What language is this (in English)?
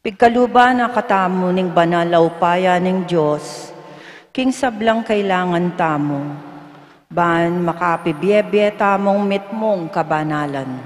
Pampanga